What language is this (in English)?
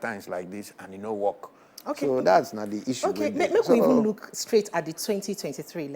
Nigerian Pidgin